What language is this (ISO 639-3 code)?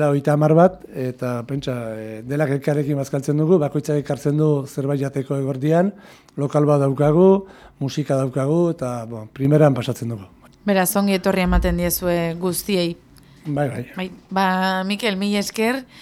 eus